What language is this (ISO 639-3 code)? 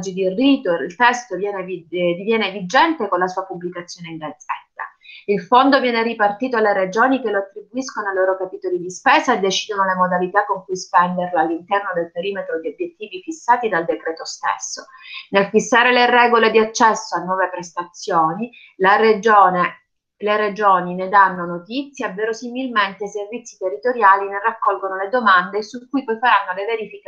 ita